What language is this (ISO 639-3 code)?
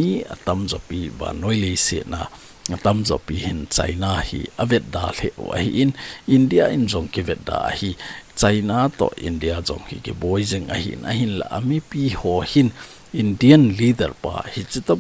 tcz